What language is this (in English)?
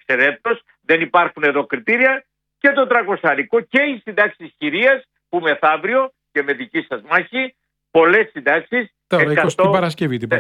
Greek